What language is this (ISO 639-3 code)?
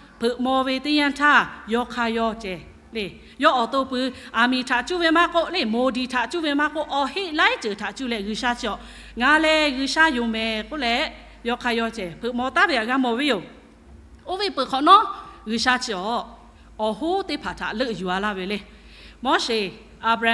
lhu